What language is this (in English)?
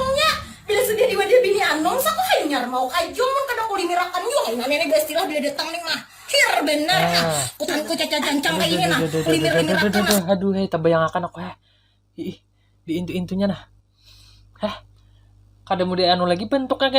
Banjar